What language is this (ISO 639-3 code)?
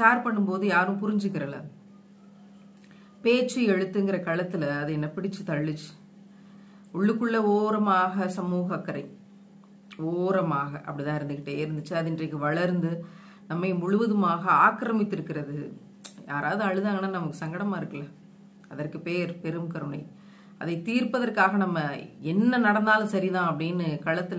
tam